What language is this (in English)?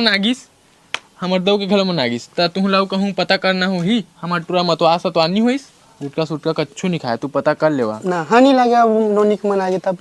Chhattisgarhi